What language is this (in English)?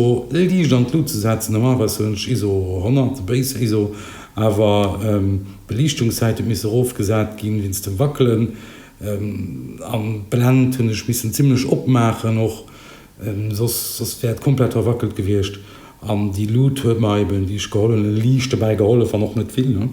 Luxembourgish